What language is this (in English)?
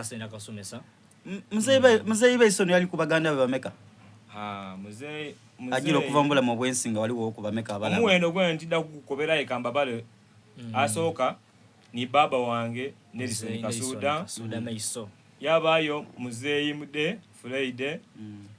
Soga